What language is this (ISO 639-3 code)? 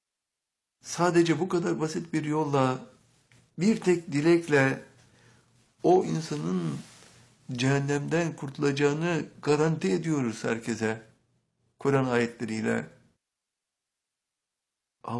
tur